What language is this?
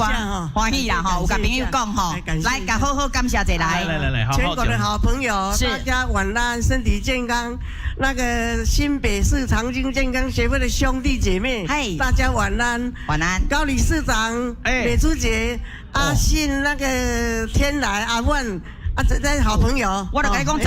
Min Nan Chinese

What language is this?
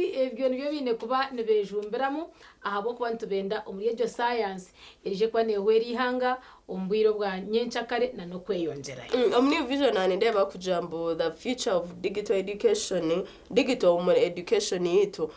Nyankole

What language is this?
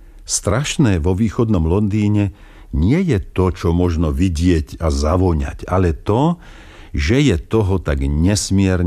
Slovak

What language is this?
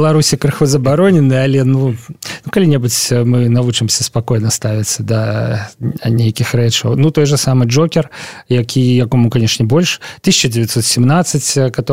Belarusian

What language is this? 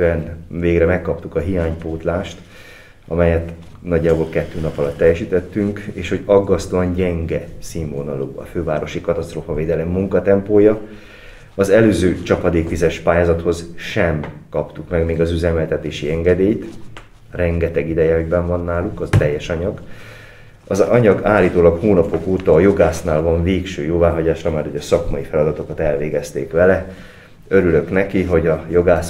Hungarian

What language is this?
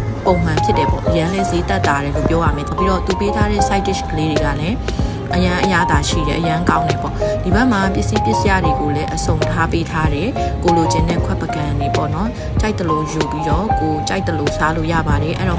Burmese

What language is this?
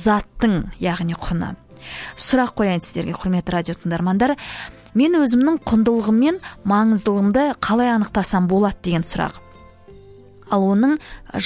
Kazakh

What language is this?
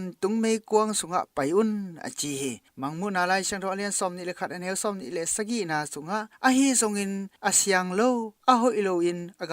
Tedim Chin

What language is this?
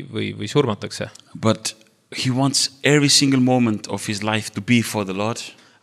Estonian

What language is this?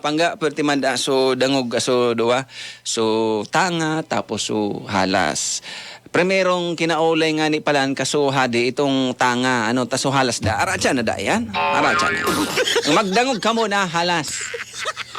Bikol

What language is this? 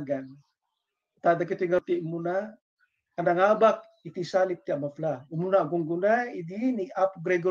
Iloko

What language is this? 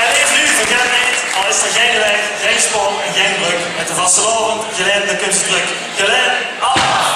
Limburgish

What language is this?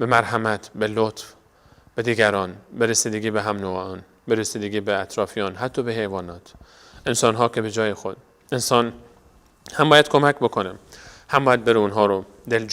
Persian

